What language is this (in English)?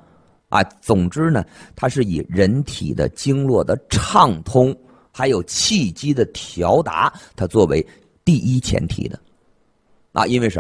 Chinese